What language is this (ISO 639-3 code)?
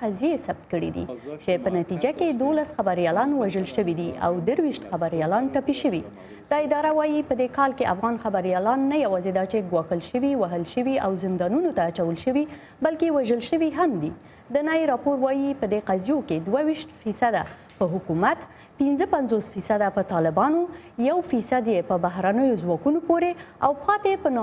pus